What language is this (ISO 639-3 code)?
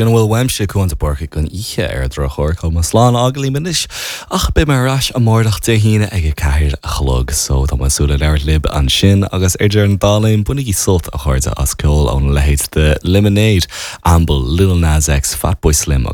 gle